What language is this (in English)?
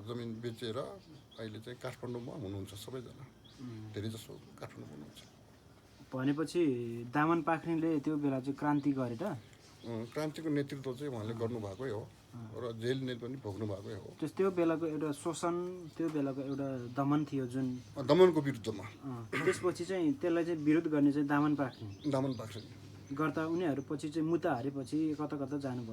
Nepali